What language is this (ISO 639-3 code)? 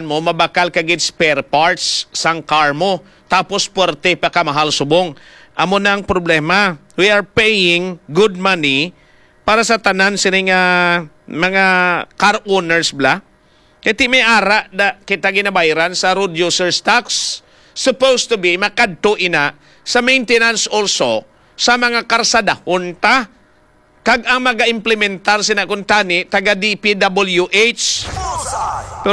hil